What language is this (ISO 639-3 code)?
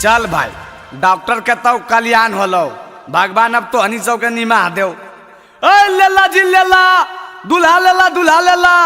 mag